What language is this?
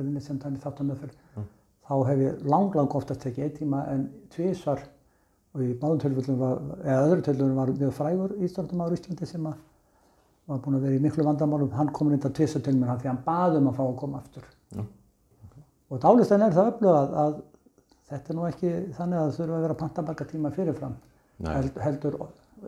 Icelandic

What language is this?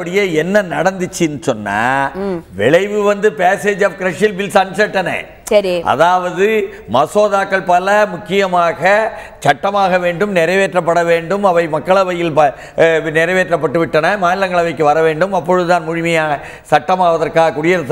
Tamil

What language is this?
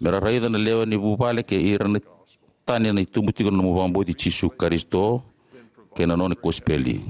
Fijian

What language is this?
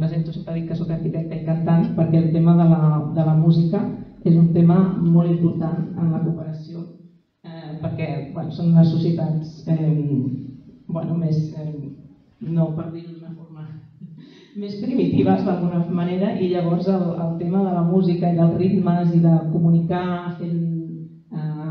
Catalan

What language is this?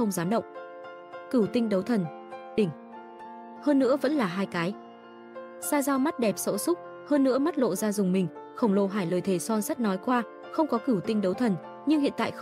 Vietnamese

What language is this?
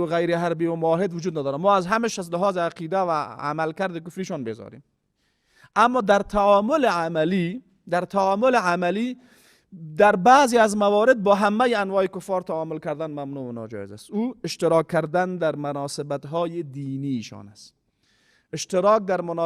Persian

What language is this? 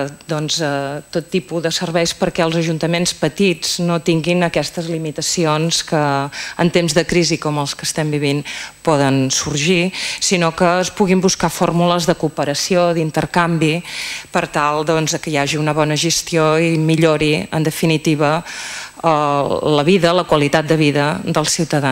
Catalan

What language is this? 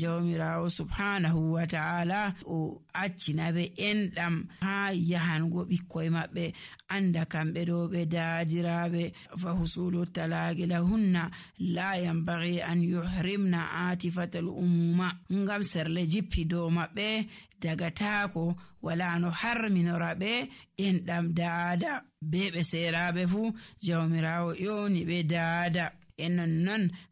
Nigerian Fulfulde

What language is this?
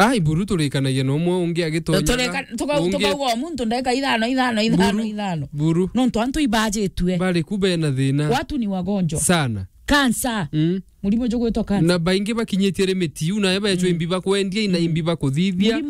Meru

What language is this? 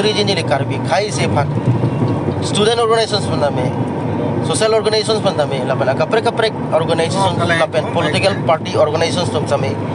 Karbi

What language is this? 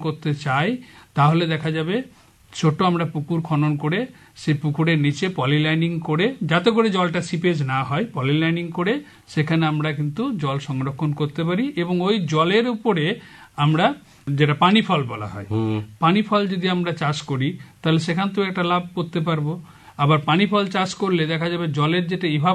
Bangla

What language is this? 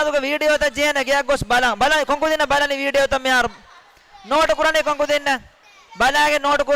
Divehi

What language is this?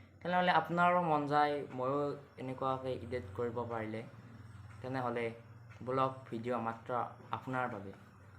Assamese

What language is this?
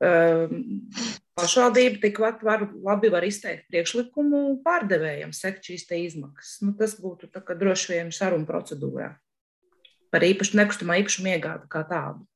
Latvian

